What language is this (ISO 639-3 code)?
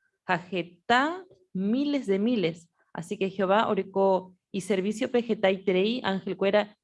grn